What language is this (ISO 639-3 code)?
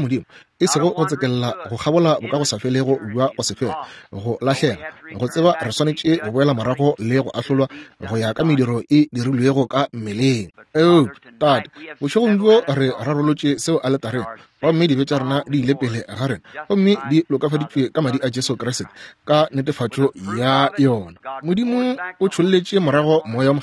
nso